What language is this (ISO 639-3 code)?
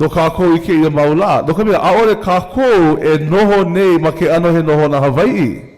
haw